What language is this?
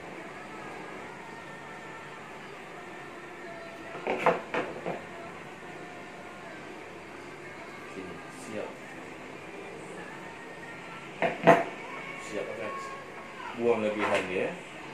Malay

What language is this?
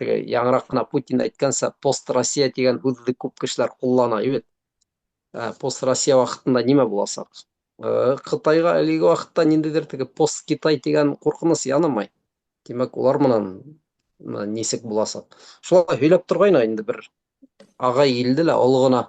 Bashkir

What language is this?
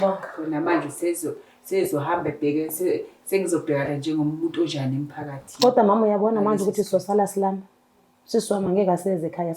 Zulu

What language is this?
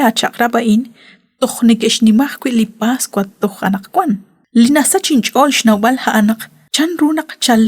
Kekchí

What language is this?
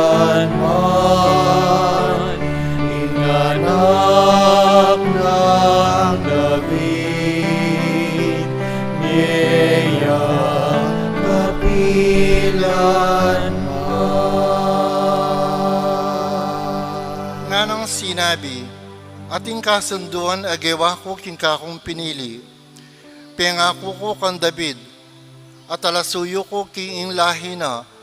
Pampanga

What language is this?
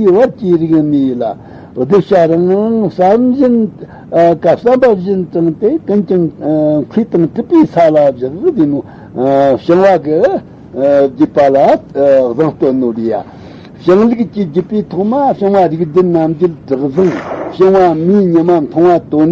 Tibetan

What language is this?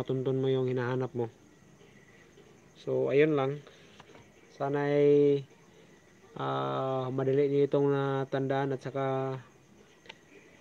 Filipino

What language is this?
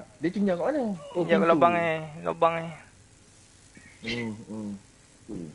Malay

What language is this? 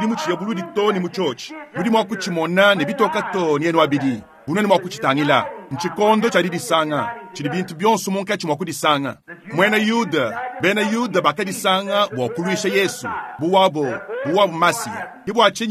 Luba-Lulua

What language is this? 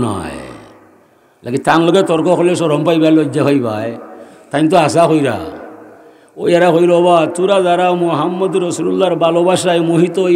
Sylheti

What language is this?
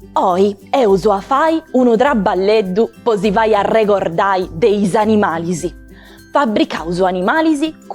Sardinian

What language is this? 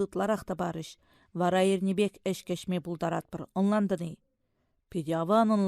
Chuvash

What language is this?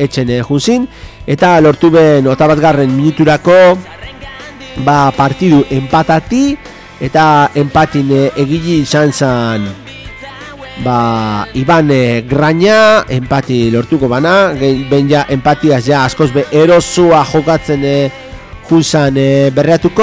Basque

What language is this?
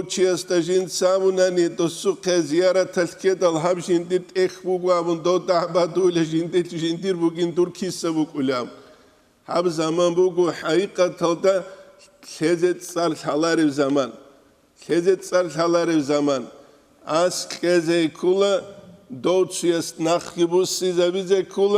Avaric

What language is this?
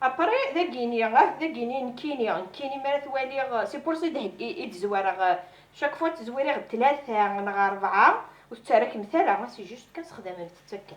Kabyle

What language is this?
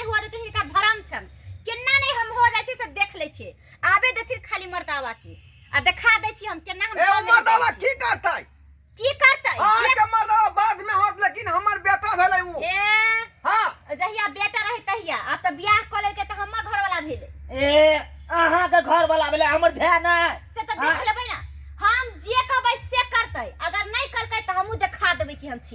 Maithili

